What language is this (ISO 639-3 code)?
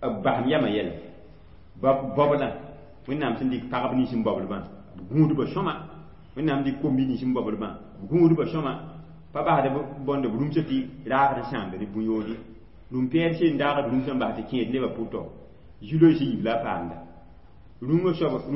mos